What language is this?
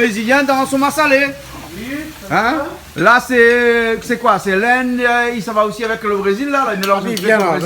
Réunion Creole French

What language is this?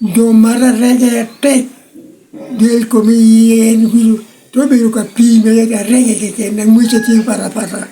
Lango (Uganda)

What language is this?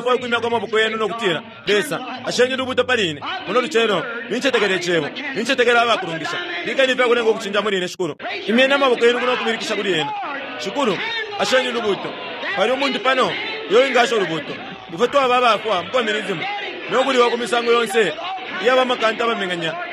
Bemba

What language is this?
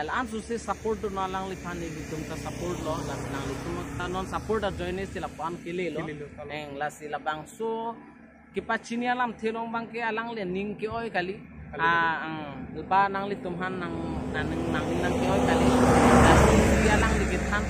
Karbi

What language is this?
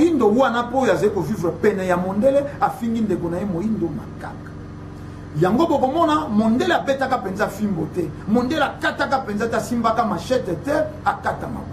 Lingala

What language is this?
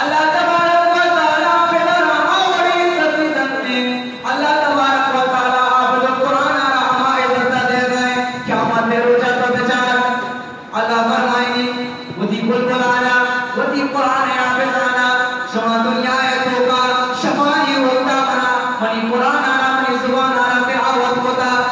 Eastern Balochi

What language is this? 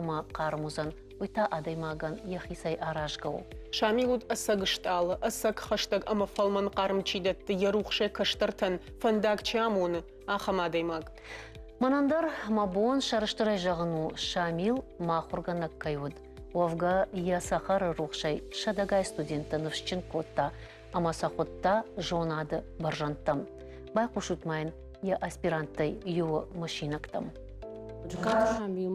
Ossetic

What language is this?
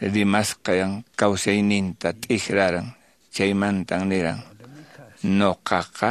Quechua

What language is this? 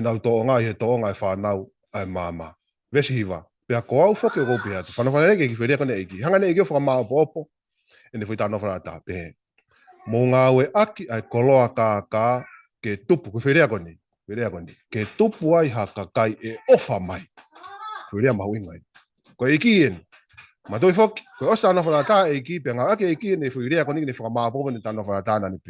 Tongan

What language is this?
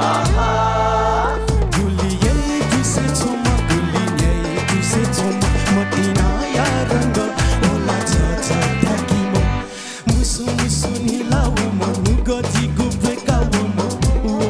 Newari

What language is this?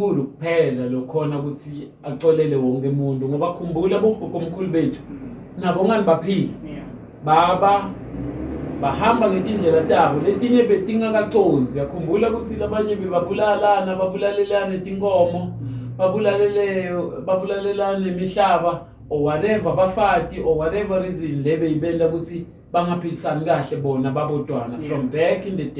Zulu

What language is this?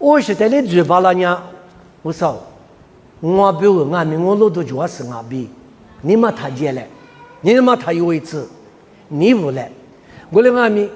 Lisu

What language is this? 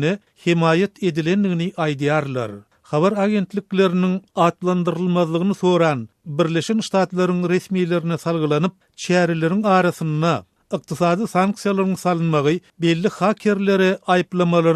Turkmen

